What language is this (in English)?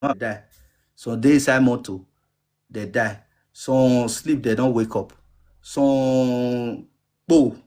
Nigerian Pidgin